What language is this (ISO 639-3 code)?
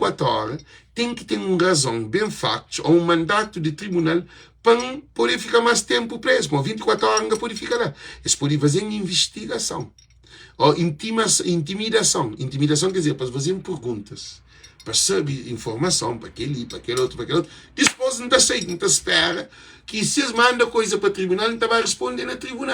kea